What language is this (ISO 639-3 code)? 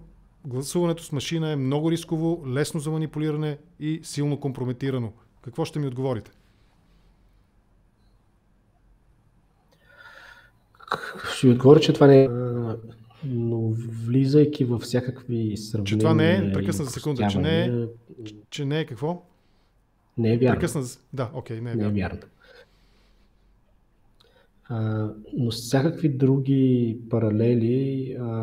bul